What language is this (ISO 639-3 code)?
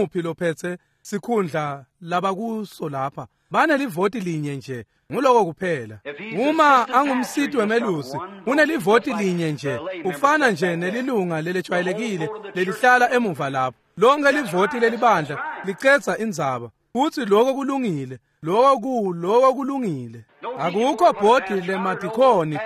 ssw